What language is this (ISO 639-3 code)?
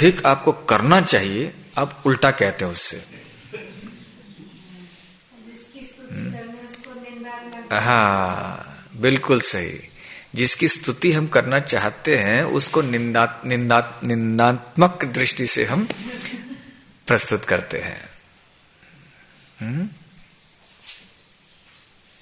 hin